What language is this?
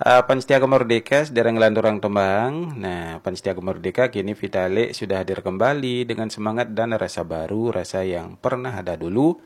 Balinese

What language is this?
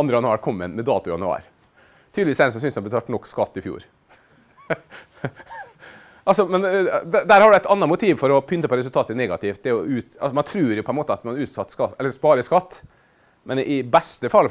Norwegian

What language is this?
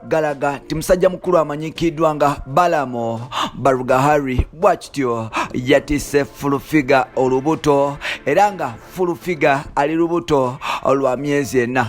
Ganda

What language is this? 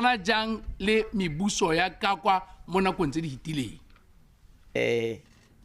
Tswana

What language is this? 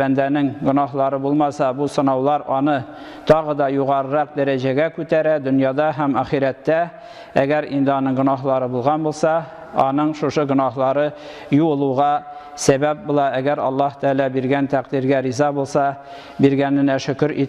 Tatar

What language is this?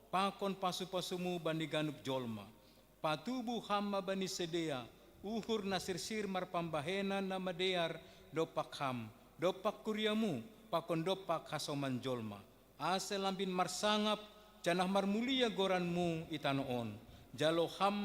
Batak Simalungun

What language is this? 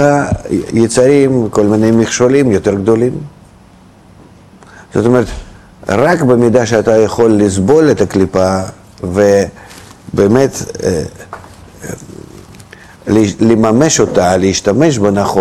Hebrew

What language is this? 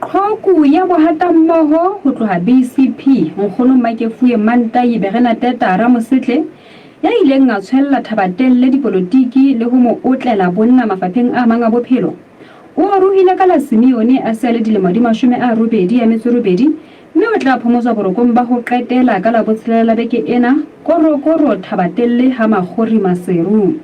Southern Sotho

